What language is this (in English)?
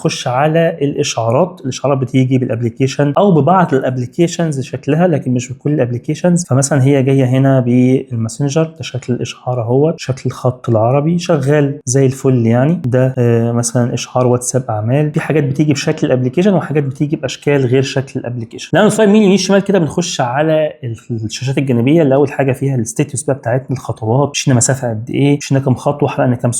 Egyptian Arabic